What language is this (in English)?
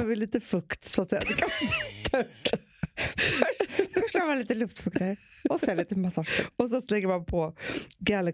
Swedish